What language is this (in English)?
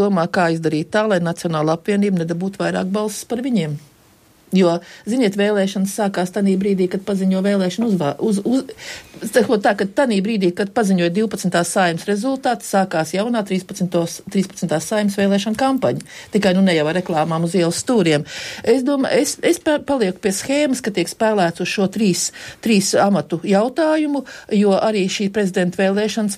Latvian